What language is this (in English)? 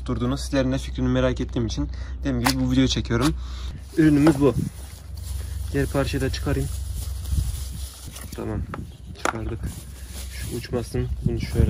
Turkish